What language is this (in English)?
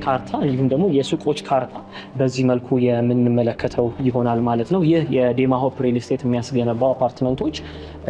Amharic